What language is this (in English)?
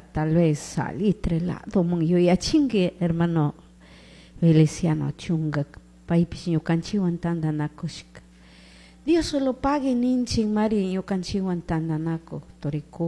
Chimborazo Highland Quichua